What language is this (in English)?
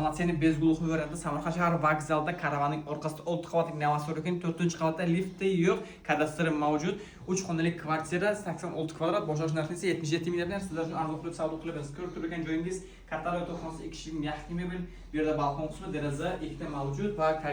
Uzbek